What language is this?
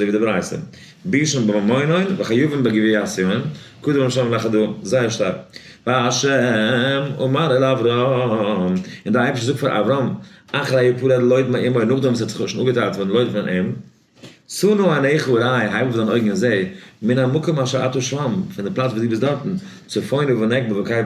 Yiddish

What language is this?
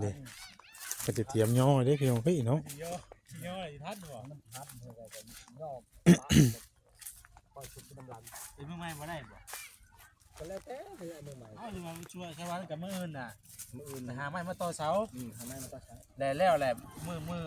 Northeastern Thai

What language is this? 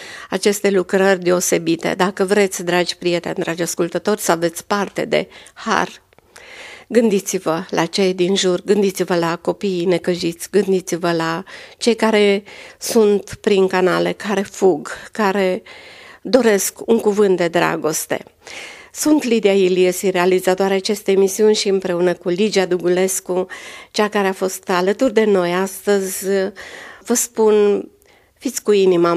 Romanian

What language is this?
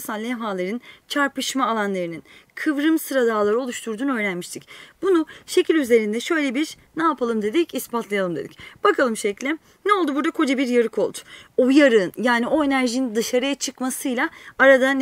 Turkish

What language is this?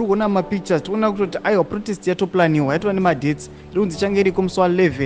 Shona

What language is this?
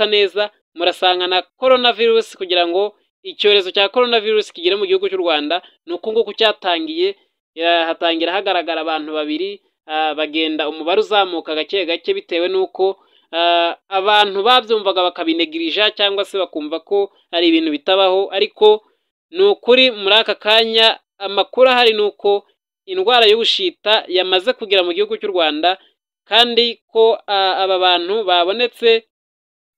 Kinyarwanda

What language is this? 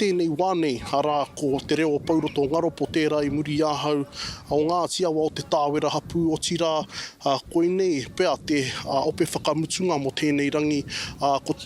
Māori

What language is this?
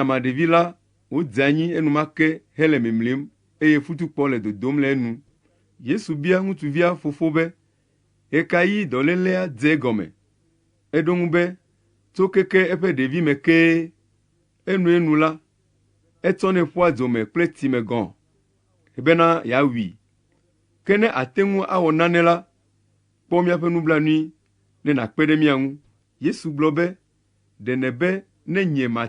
Ewe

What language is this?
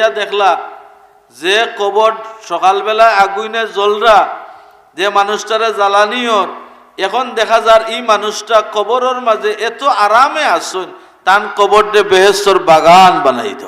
Sylheti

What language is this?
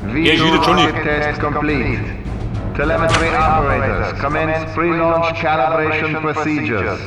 Bavarian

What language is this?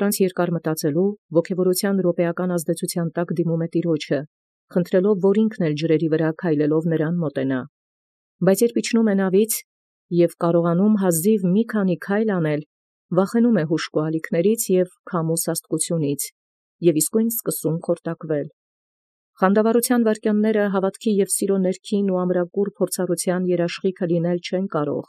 Armenian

